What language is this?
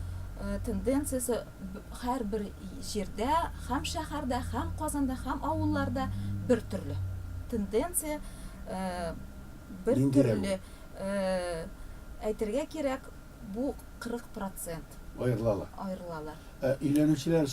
Tatar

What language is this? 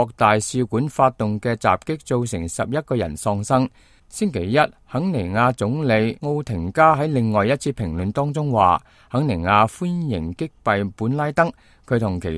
Cantonese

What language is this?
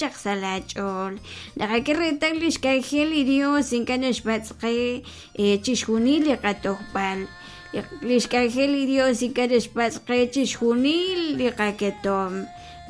Kekchí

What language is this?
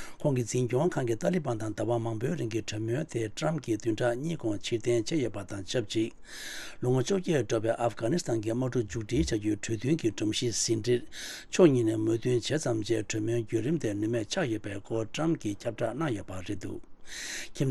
Tibetan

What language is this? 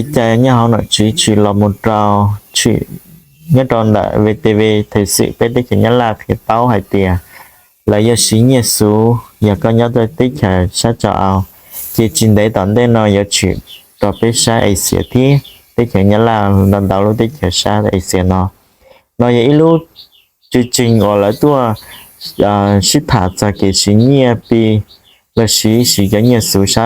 Hmong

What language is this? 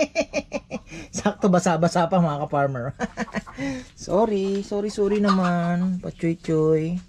Filipino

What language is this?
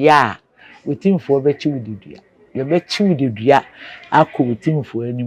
Akan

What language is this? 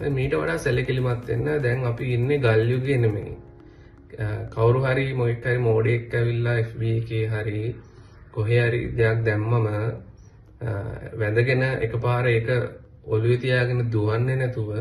Sinhala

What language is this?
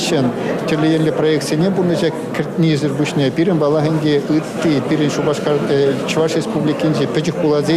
Chuvash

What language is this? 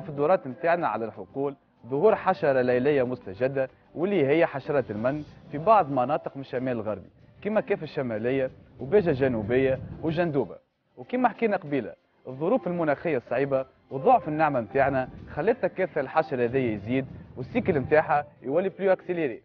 Tunisian Arabic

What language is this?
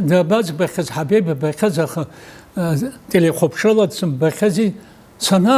Abkhazian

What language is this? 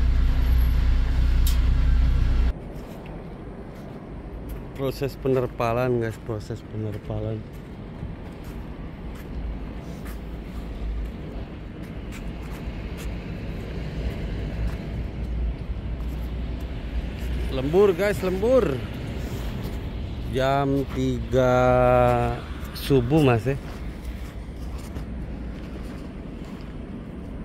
Indonesian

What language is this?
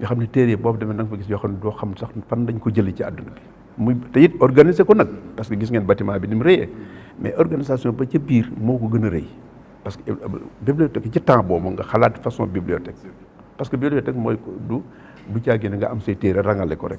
Wolof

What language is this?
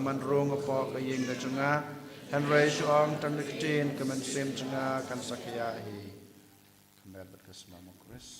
Khasi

